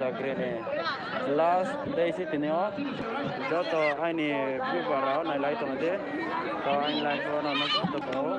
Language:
Riang (India)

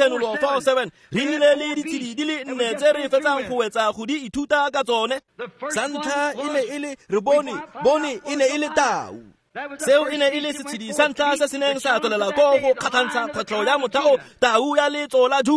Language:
Tswana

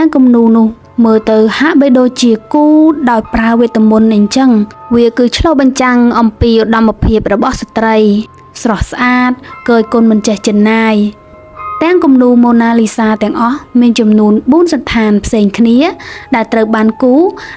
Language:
Khmer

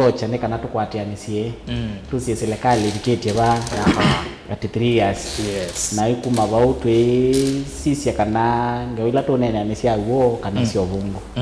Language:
Kamba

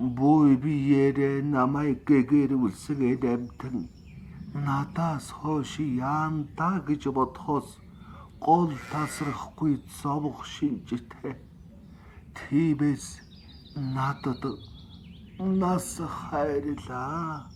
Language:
Mongolian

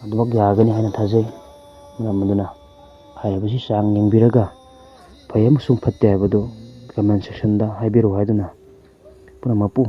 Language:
Manipuri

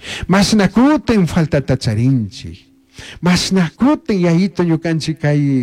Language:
Chimborazo Highland Quichua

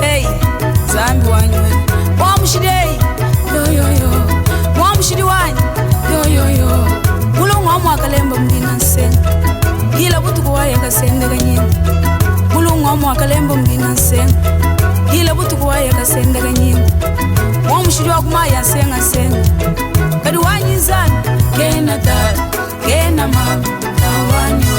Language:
Luba-Lulua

